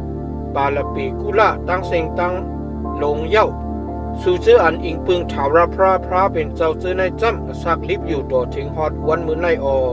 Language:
Shan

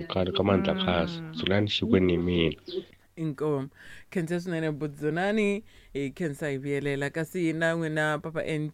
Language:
Tsonga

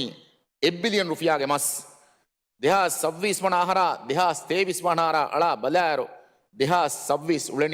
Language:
Divehi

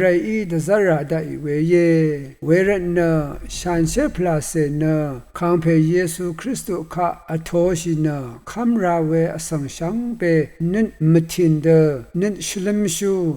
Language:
Rawang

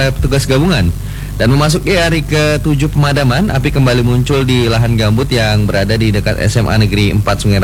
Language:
Indonesian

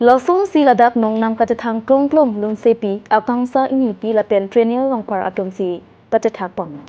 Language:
Karbi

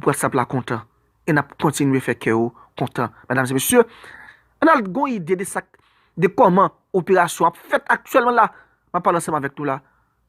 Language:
Haitian Creole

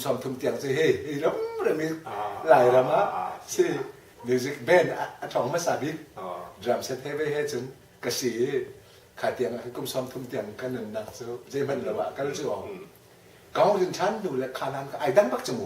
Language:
Hakha Chin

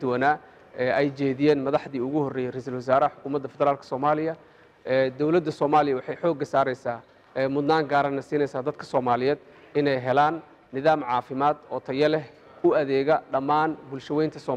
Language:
Somali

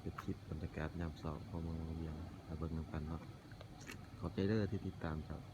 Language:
Lao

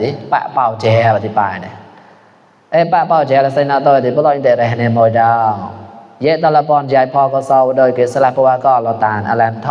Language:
Mon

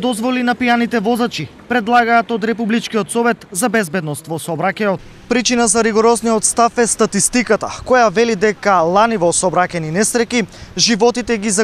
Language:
Macedonian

